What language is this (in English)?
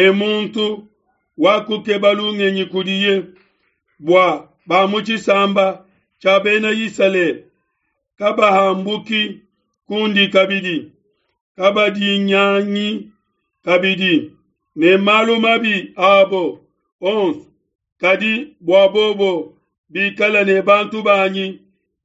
Luba-Lulua